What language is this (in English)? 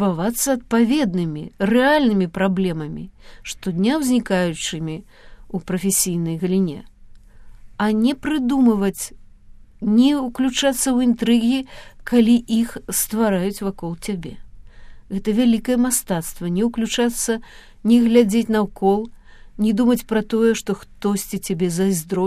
Belarusian